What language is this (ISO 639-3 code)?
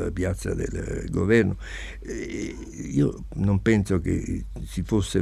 ita